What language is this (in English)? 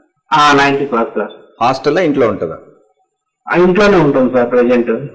Telugu